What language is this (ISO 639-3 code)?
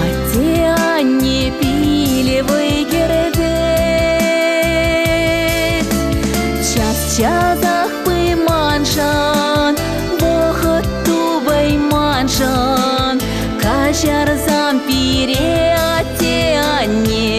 chv